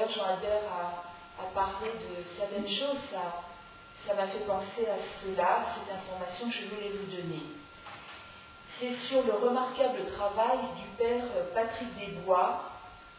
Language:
French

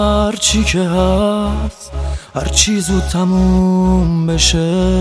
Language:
Persian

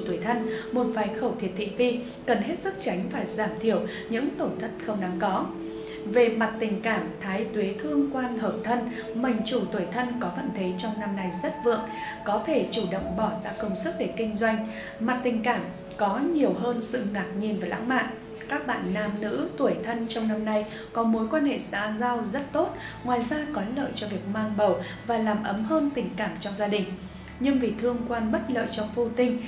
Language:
Vietnamese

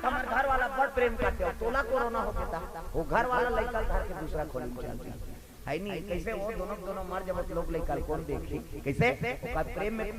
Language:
Chhattisgarhi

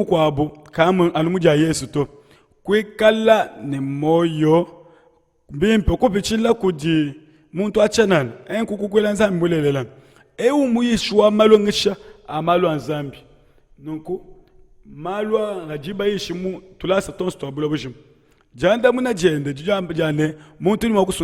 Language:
Luba-Lulua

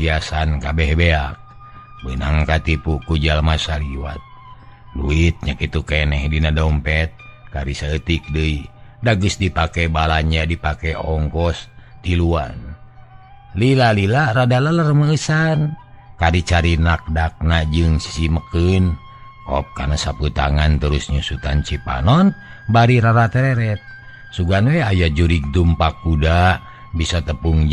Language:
Sundanese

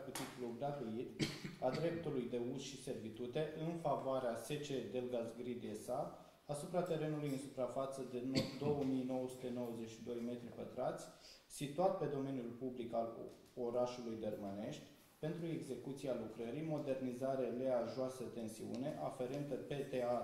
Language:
Romanian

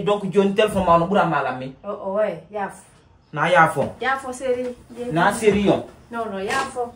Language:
Fula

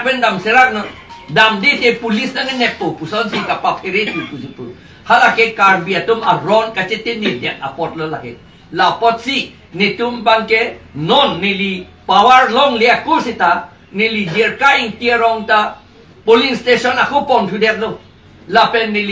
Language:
Karbi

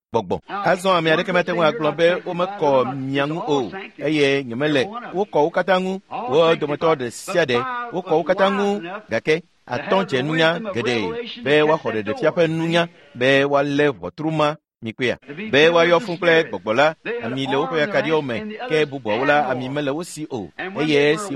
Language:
Ewe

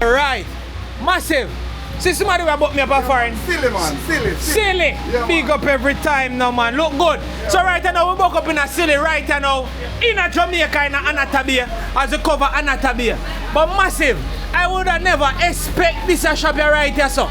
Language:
Jamaican Creole English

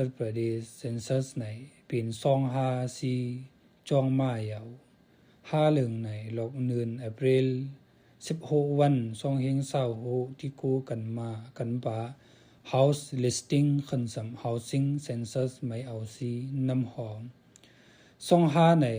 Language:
Khamti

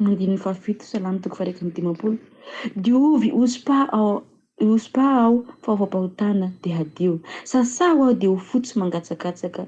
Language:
Malagasy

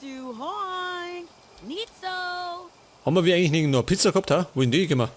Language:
Bavarian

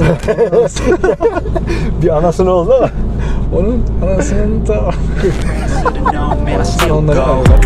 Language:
Turkish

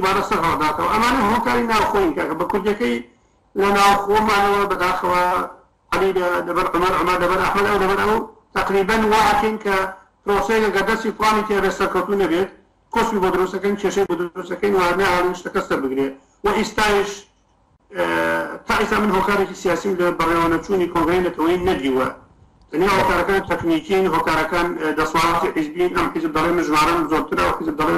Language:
Central Kurdish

